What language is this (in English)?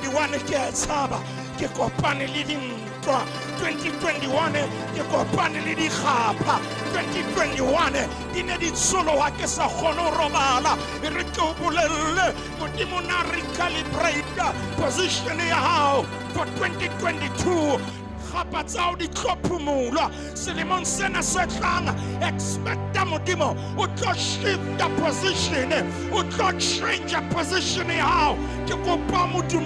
Southern Sotho